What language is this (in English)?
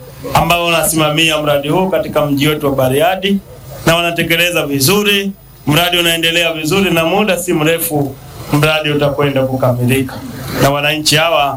Swahili